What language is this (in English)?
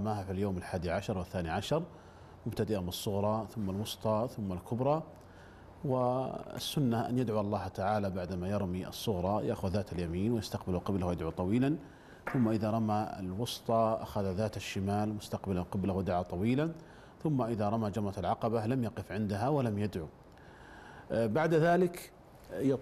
Arabic